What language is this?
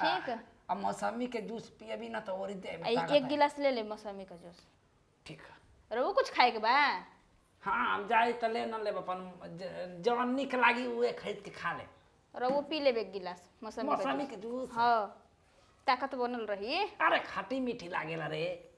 Bhojpuri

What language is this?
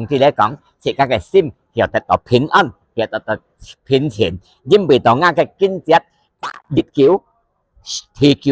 Hakka Chinese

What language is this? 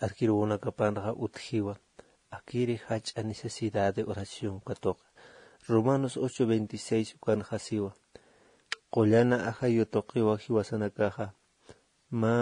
Aymara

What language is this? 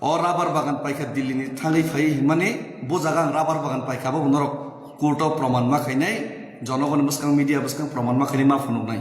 Kok Borok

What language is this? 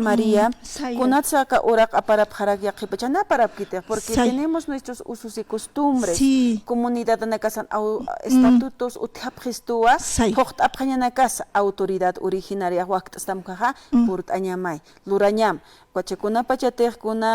Aymara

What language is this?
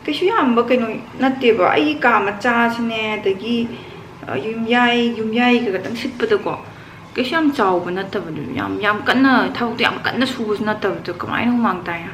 Manipuri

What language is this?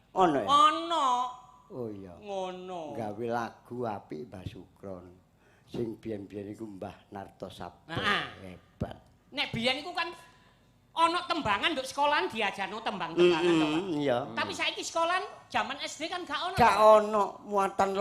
Javanese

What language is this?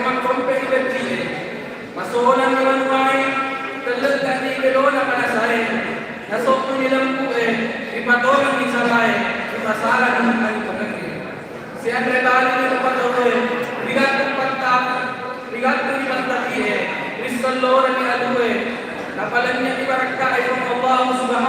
Buginese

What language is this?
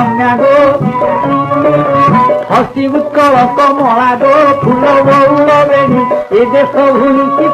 Odia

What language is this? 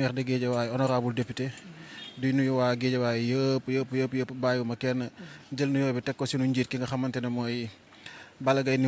Wolof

